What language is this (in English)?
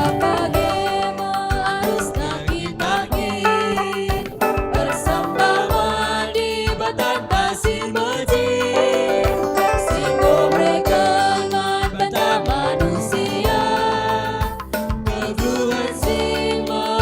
Batak Karo